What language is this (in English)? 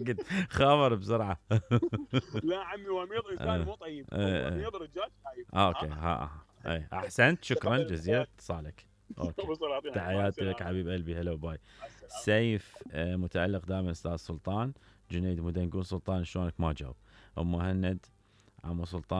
Mesopotamian Arabic